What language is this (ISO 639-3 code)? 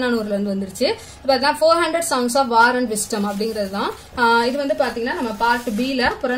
tam